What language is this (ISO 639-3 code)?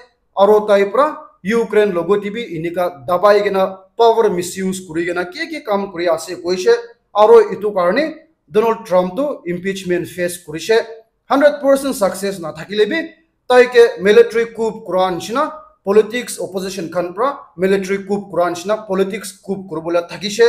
nag